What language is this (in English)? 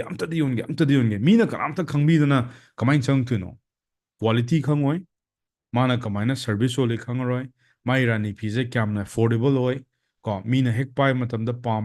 Manipuri